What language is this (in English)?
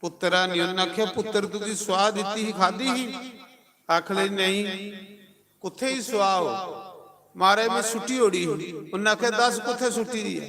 Dogri